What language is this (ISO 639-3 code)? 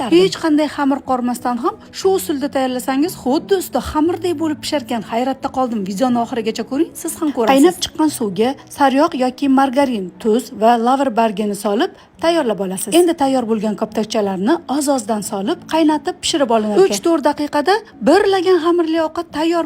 uzb